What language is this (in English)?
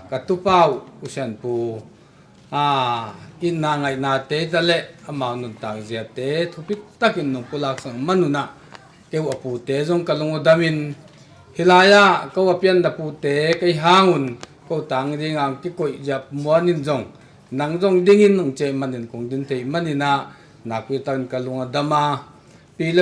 Tedim Chin